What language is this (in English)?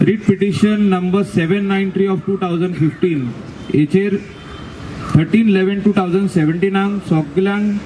Konkani